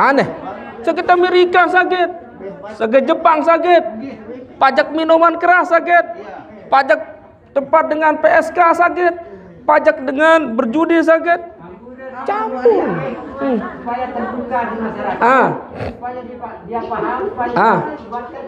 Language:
Sasak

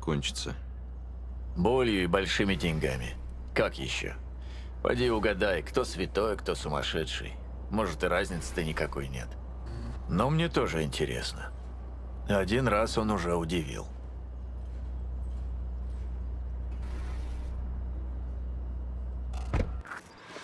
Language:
Russian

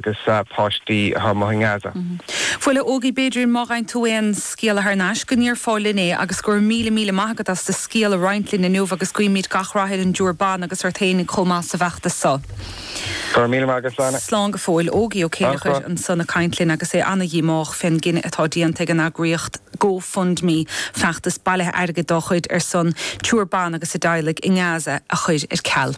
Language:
Irish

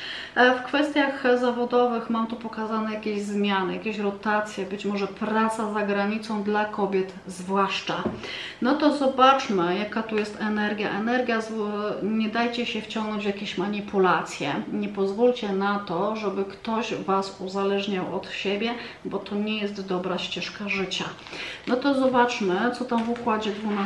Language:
Polish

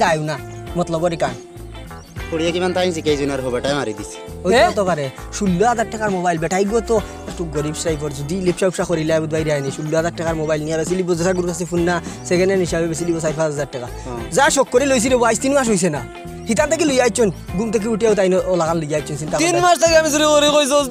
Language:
Sylheti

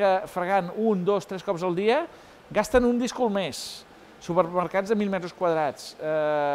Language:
Catalan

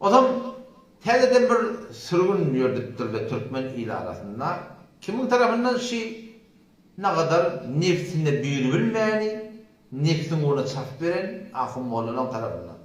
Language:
Turkmen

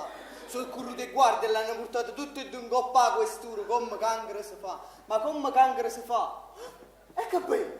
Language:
Neapolitan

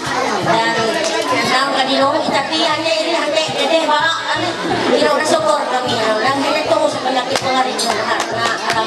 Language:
Ma'anyan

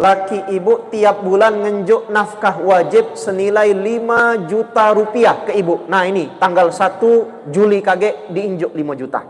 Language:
Musi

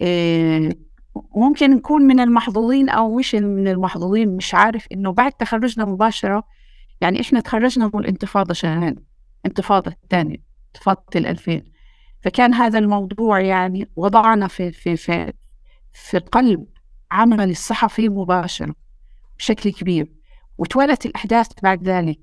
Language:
North Levantine Arabic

